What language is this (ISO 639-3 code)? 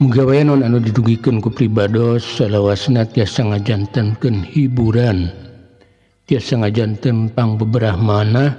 sun